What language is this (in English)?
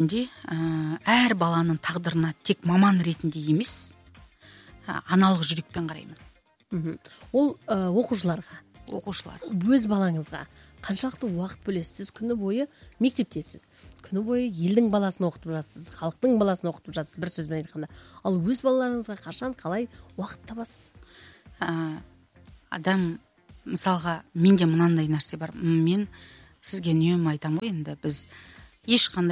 Kazakh